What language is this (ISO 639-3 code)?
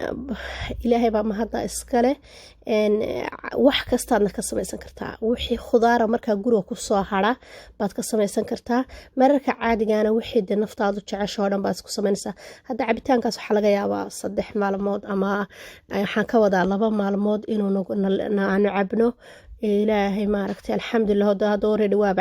som